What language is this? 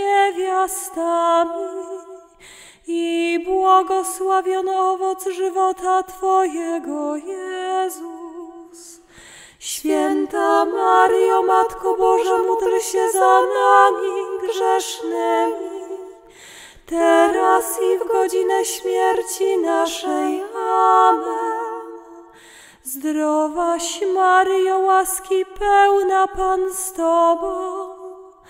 Polish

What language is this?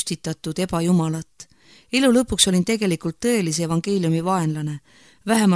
Estonian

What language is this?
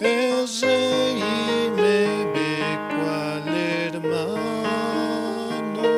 South Bolivian Quechua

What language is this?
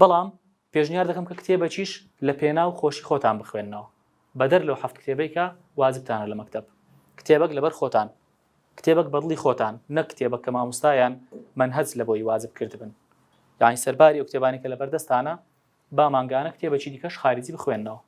Central Kurdish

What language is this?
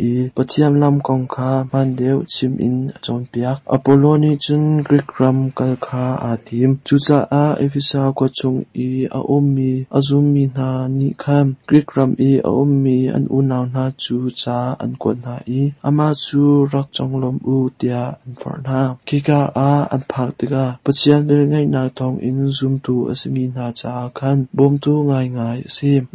Hakha Chin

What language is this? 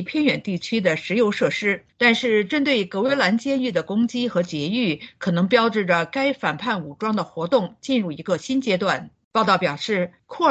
Chinese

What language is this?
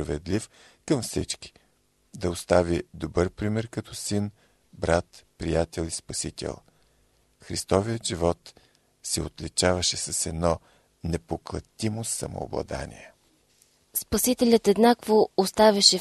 Bulgarian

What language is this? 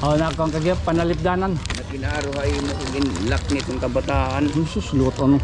Waray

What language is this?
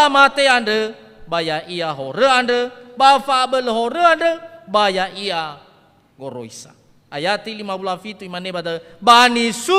Nias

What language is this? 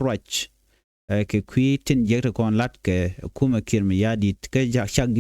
Nuer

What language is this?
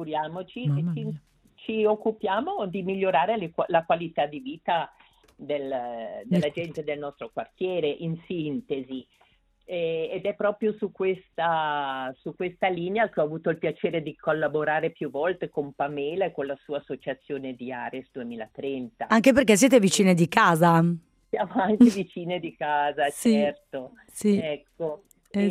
Italian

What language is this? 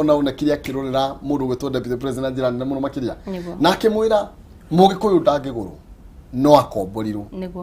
Kikuyu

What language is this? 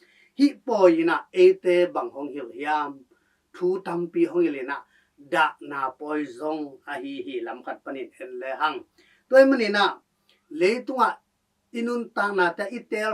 Tedim Chin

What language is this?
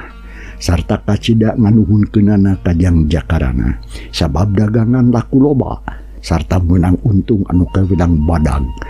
Sundanese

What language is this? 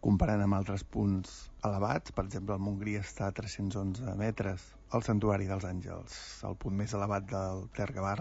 Catalan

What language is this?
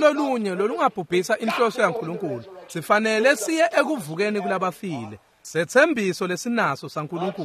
Swati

